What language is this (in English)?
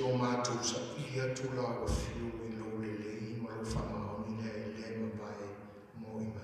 Samoan